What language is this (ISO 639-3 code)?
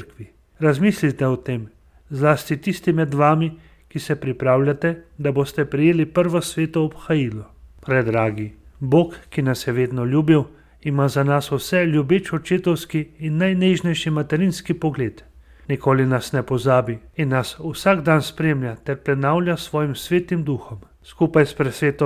slv